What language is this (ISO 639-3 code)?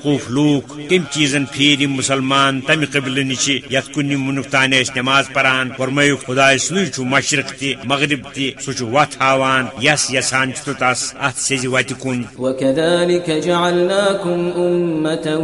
kas